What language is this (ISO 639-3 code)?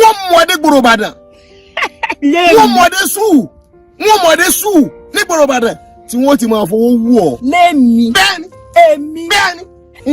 yor